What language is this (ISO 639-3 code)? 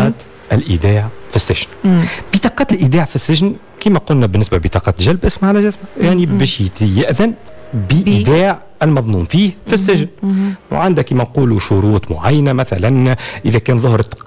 aeb